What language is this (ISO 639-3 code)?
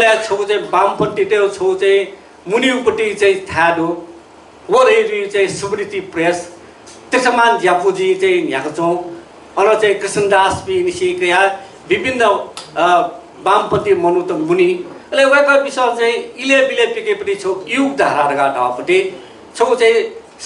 new